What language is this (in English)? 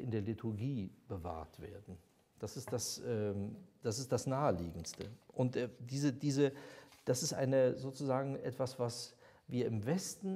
German